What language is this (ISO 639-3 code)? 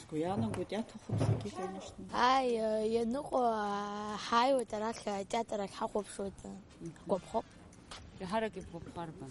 abk